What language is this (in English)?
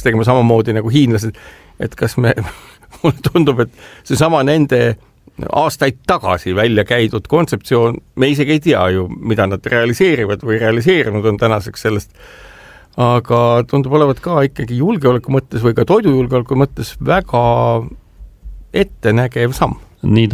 Estonian